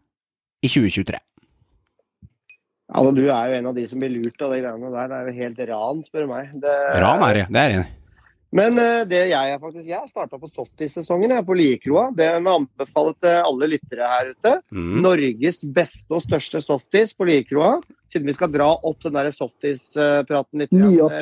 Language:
Norwegian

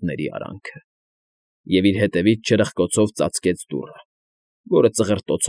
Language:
Armenian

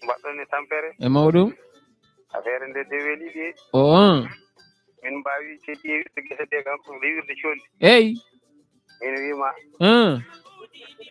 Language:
Fula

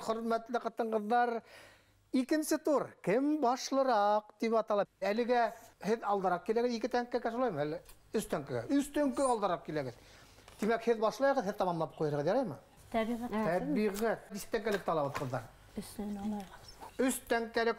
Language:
Bashkir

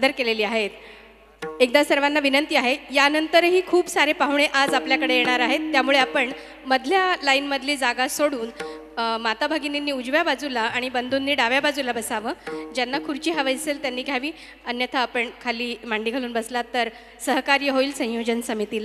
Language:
Marathi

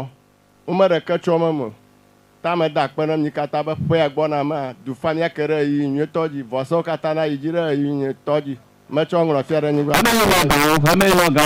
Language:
Ewe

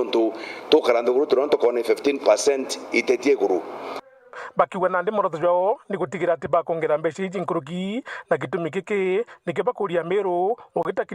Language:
Meru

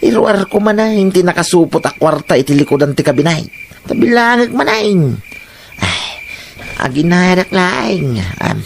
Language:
Iloko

